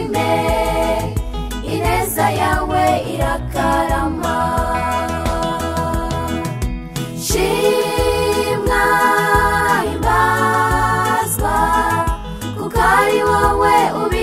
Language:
Kinyarwanda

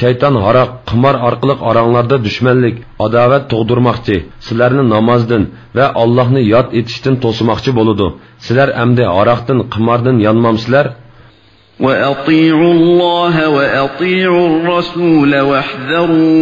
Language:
Uyghur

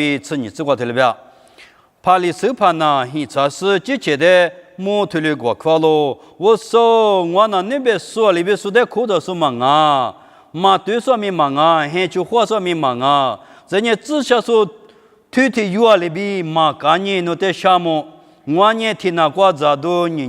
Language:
Lisu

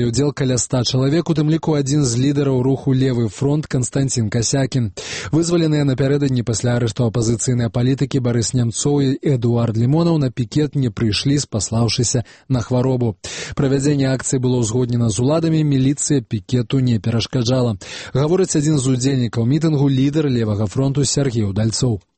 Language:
Belarusian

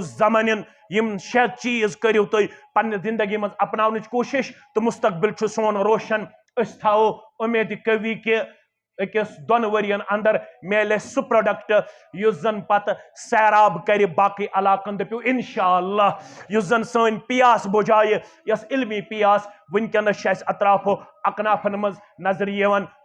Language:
Kashmiri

